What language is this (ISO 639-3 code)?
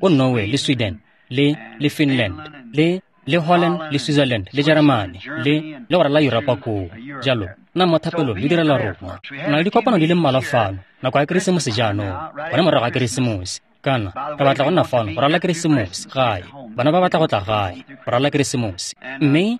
tsn